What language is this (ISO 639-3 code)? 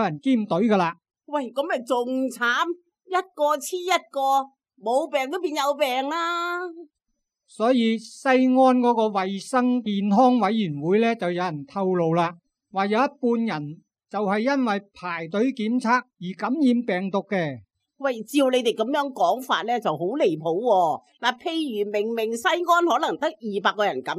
yue